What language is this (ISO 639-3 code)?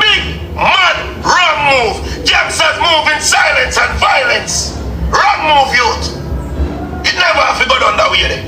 jam